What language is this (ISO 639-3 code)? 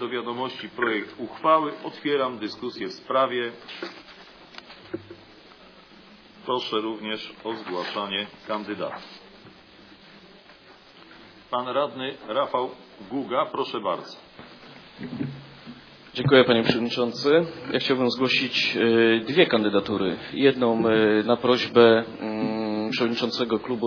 pol